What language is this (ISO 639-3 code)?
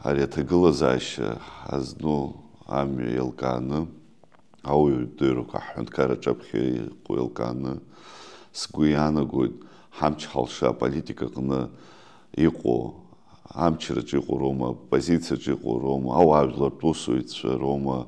abk